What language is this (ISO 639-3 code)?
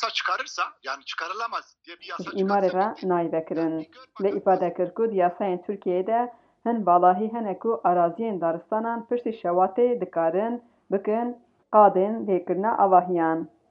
kur